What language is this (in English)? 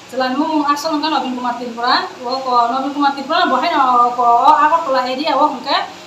Riang (India)